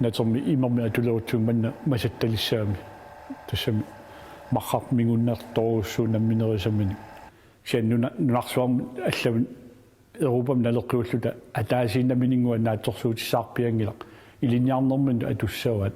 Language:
Kalaallisut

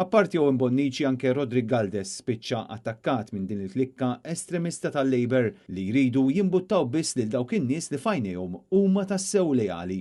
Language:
Maltese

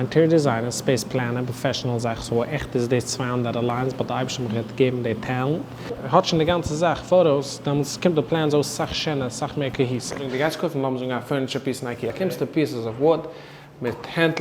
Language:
Yiddish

